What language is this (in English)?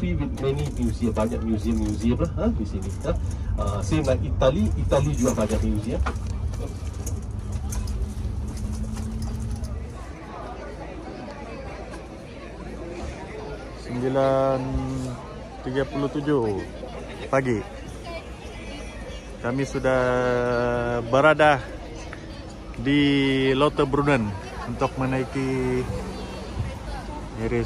Malay